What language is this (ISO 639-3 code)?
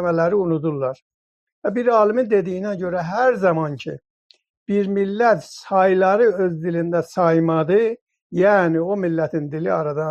azb